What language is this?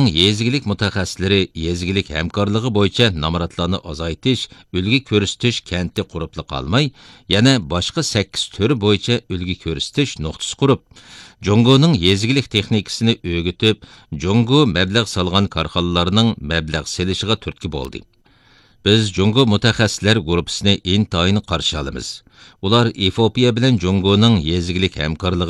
Uyghur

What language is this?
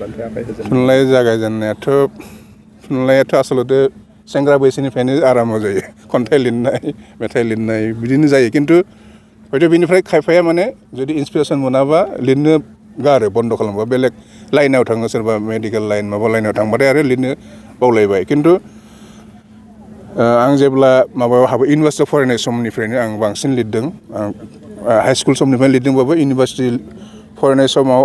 Bodo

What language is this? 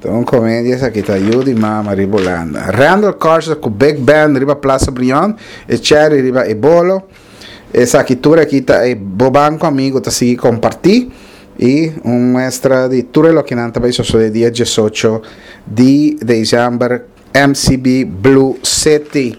Papiamento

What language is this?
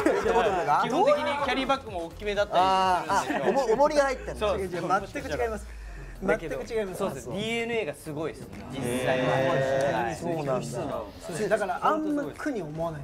Japanese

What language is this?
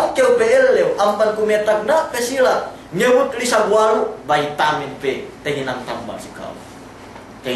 Yakan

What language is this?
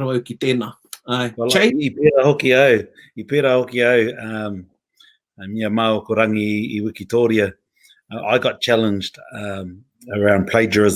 Māori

